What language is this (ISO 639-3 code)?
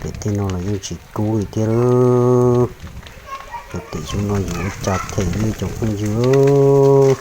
hmn